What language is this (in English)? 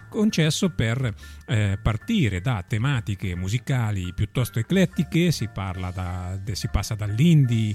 Italian